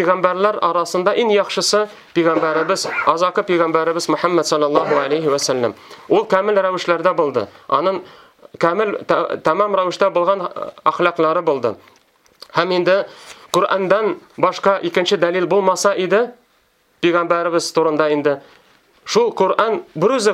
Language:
Tatar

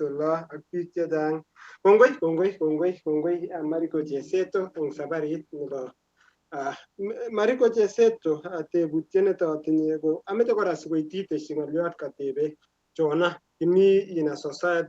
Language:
Kalenjin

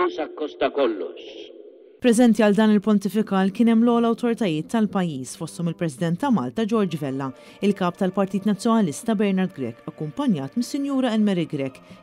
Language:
Maltese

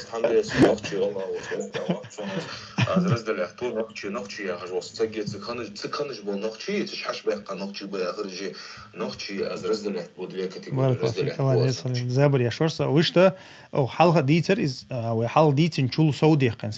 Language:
Chechen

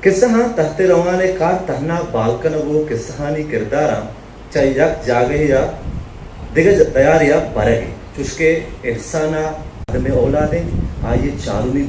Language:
Eastern Balochi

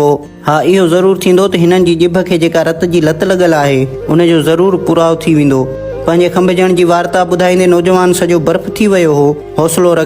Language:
Sindhi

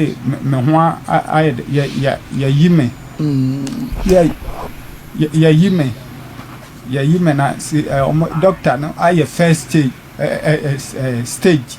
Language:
Akan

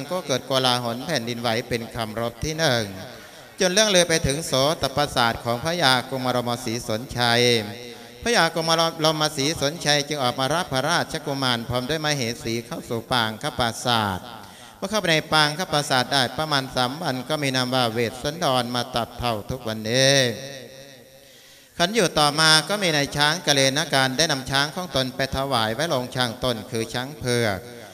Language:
Thai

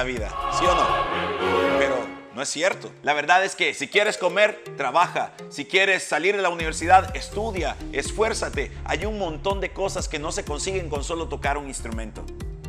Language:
Spanish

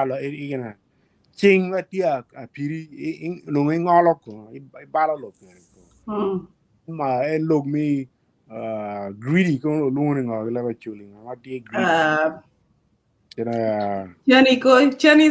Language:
Acoli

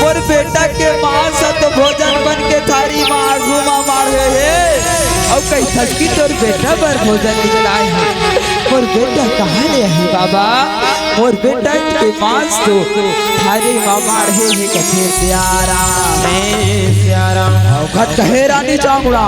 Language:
Chhattisgarhi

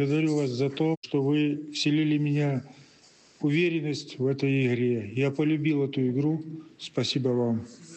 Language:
Russian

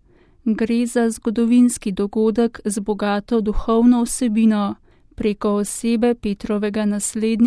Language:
Slovenian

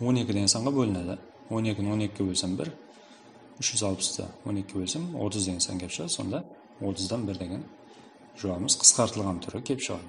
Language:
Kara-Kalpak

